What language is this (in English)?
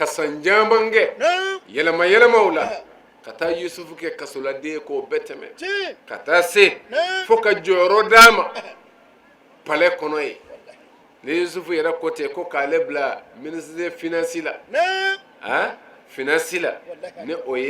Bambara